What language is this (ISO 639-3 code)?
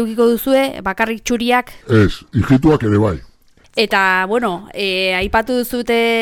eus